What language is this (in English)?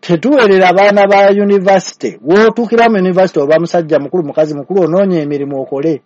Ganda